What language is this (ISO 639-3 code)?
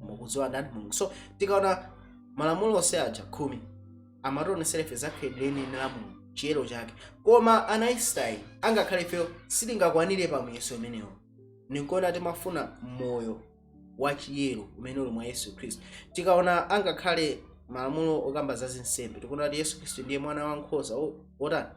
nya